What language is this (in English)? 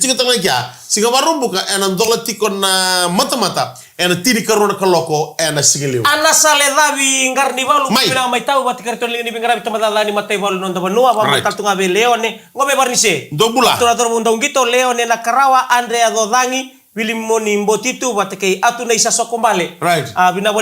Fijian